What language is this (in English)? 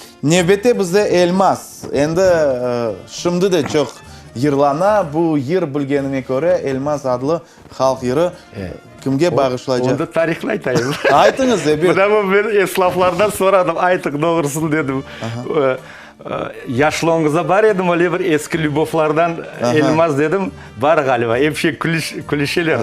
Crimean Tatar